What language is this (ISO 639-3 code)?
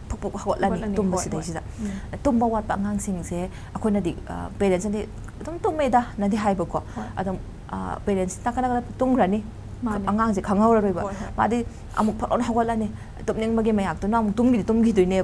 mni